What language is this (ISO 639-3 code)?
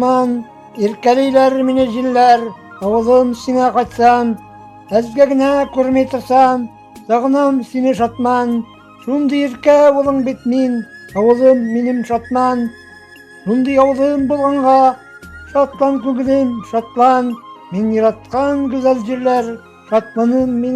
bak